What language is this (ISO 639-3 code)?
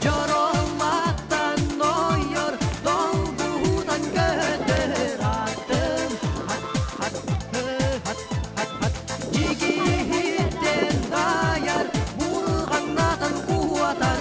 sah